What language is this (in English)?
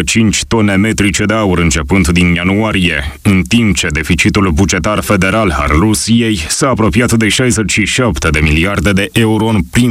Romanian